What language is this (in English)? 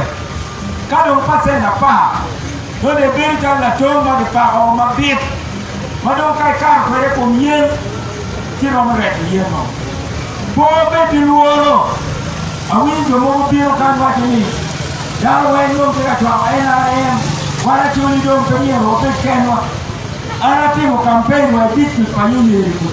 Acoli